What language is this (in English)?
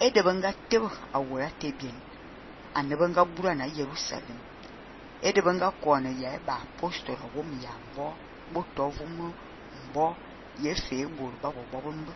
Fang